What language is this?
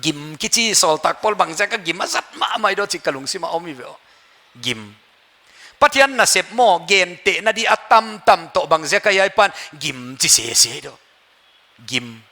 Paite Chin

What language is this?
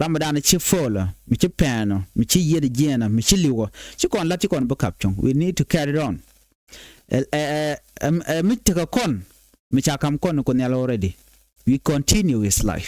Nuer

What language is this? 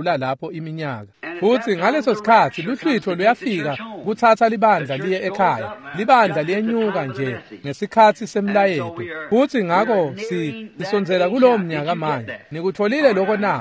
Swati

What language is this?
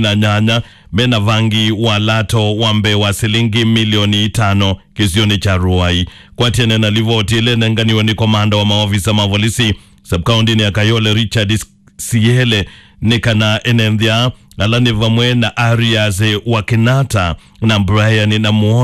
Kamba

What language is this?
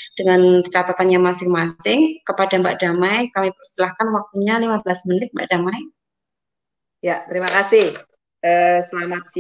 Indonesian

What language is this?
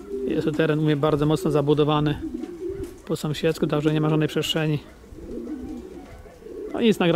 Polish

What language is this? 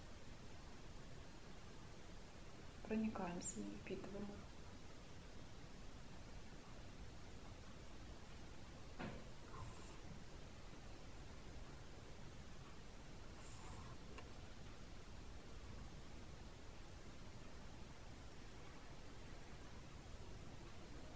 Russian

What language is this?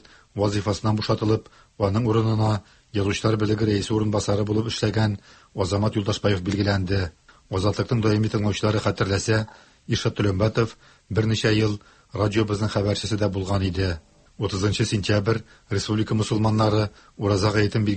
Tatar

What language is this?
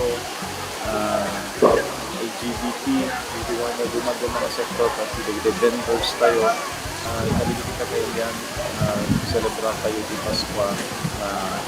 Iloko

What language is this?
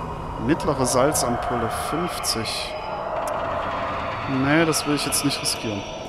German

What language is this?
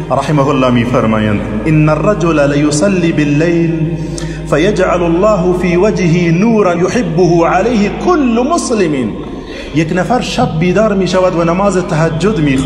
Persian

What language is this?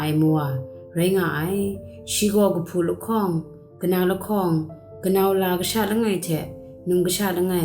Kachin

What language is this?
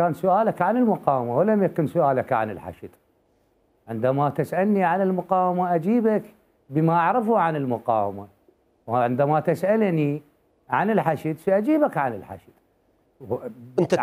Mesopotamian Arabic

